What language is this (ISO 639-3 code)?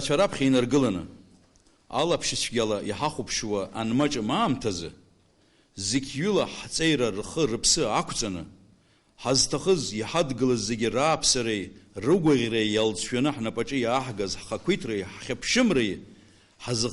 abk